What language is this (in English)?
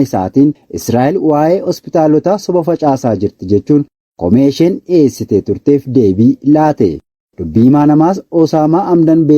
Oromo